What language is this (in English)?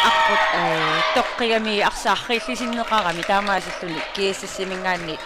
Kalaallisut